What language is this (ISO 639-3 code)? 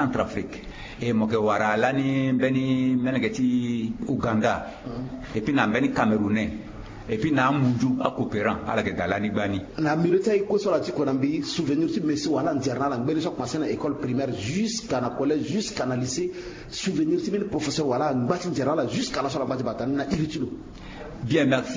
sag